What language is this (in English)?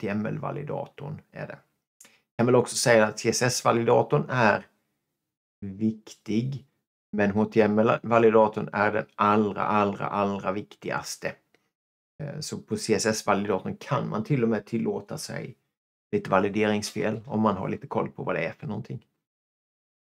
Swedish